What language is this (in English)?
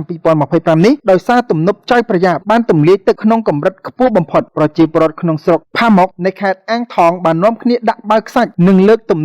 Khmer